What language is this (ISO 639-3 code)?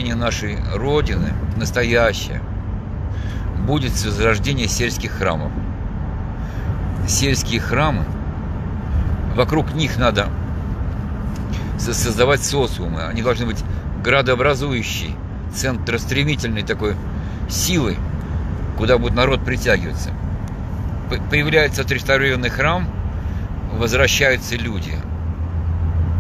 rus